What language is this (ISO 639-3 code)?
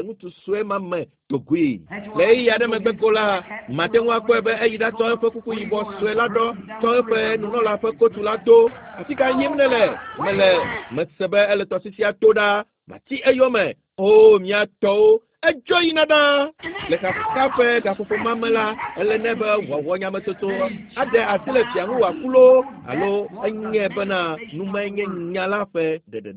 ewe